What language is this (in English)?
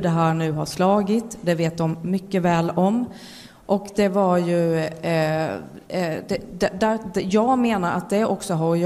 Swedish